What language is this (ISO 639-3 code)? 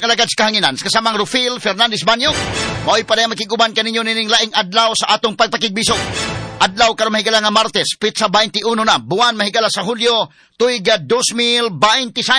ceb